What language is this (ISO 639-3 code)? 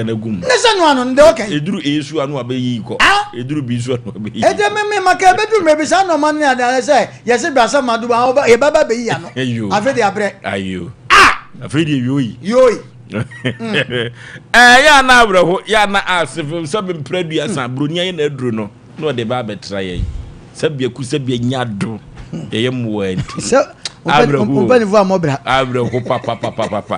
aka